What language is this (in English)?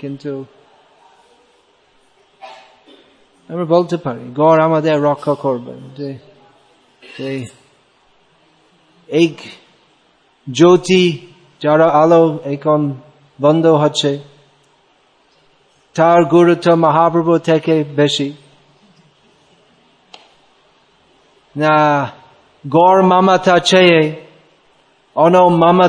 Bangla